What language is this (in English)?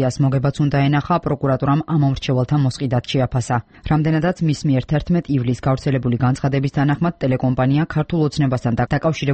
Georgian